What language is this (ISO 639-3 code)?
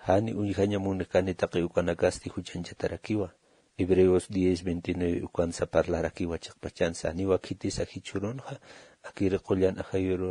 aym